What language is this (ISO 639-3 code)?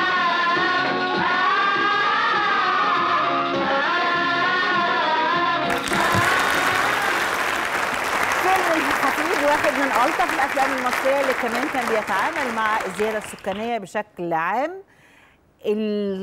arz